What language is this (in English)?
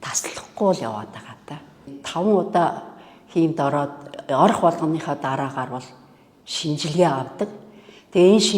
Mongolian